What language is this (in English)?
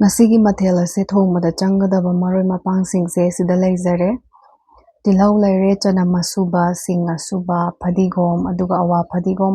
Manipuri